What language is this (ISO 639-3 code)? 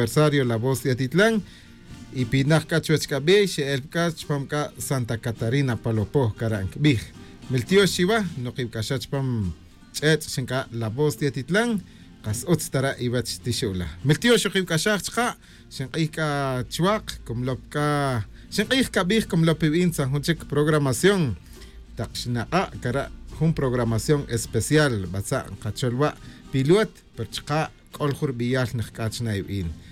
cak